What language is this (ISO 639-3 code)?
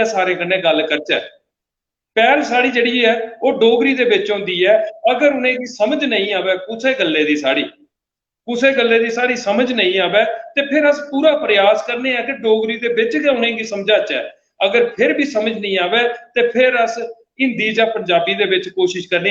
doi